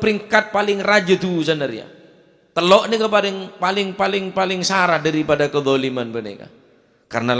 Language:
Madurese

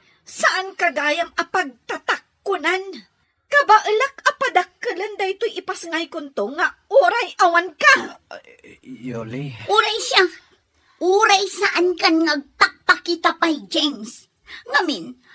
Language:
Iloko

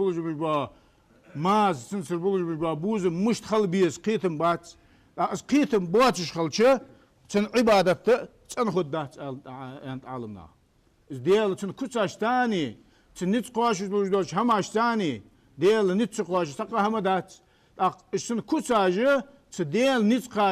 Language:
Ingush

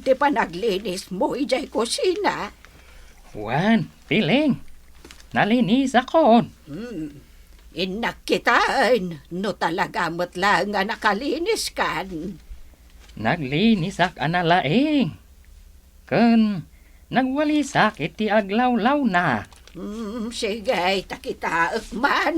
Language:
Iloko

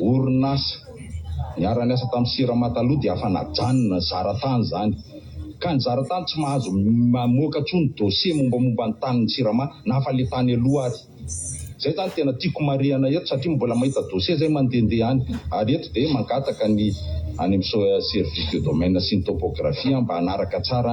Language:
Malagasy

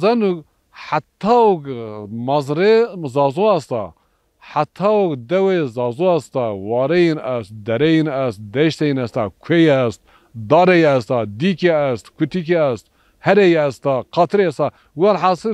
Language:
Zaza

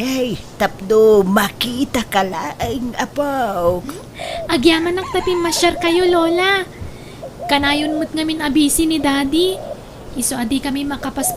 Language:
Iloko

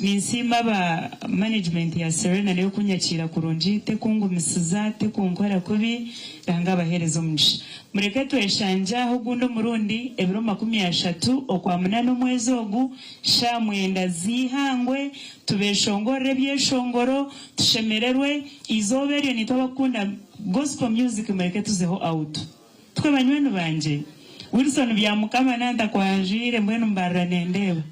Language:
Nyankole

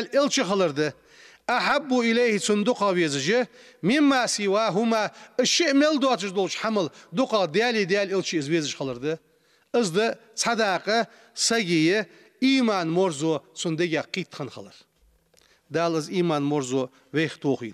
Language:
Ingush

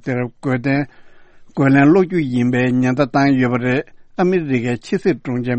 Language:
Tibetan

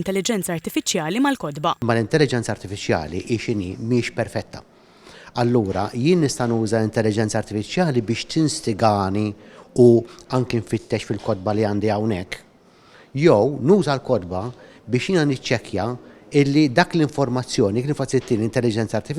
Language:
Maltese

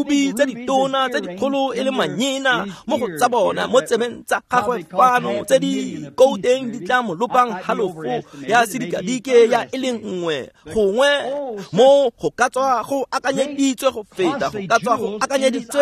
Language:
Tswana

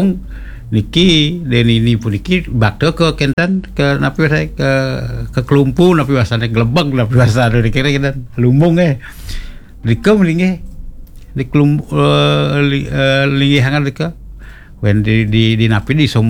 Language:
Balinese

